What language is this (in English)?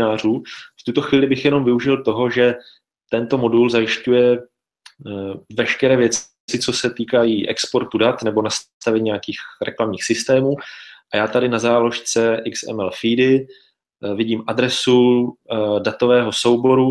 Czech